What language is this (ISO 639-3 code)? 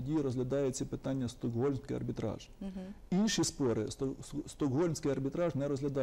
ukr